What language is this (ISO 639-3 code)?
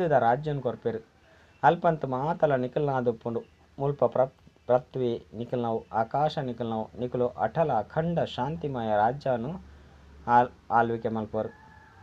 tcy